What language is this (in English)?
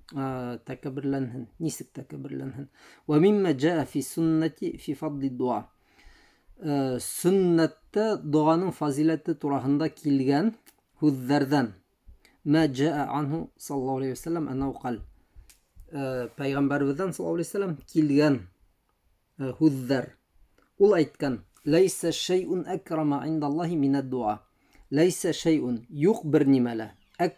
Bashkir